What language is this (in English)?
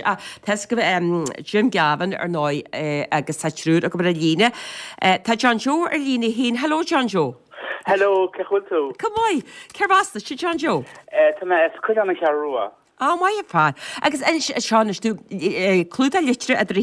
Irish